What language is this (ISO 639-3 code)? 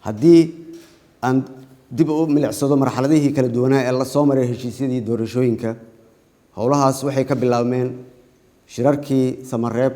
som